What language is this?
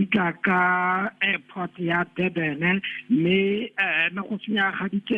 Tswana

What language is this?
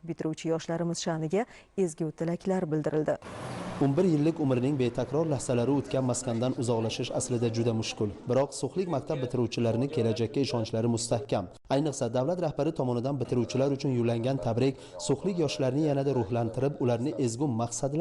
Uzbek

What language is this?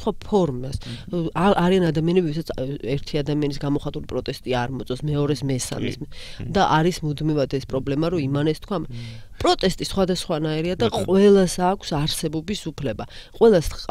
Georgian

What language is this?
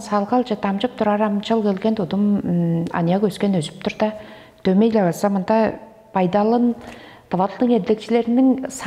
Tuvinian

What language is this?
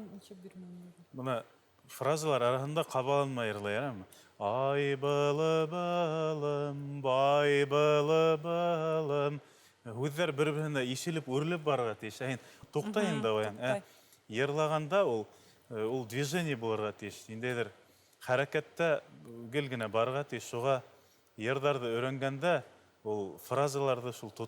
Bashkir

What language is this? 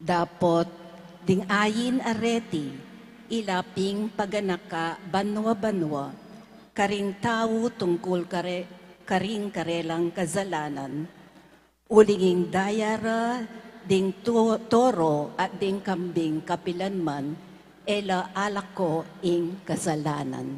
Pampanga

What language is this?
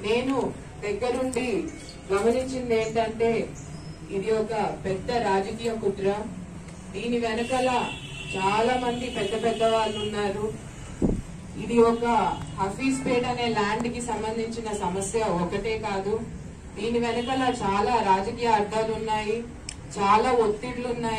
Telugu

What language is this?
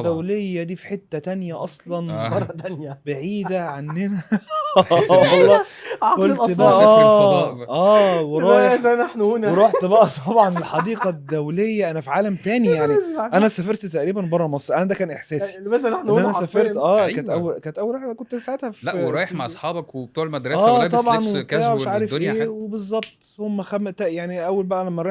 Egyptian Arabic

